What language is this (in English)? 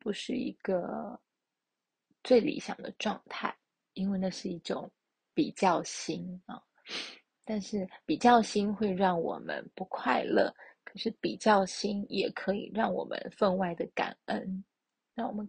Chinese